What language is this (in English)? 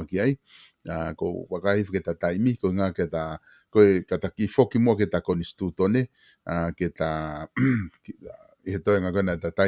Tongan